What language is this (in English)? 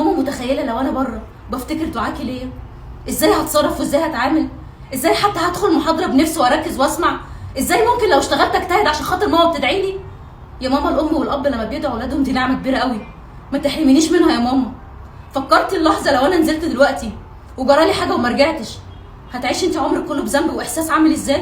Egyptian Arabic